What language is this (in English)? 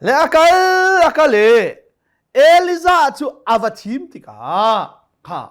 Hakha Chin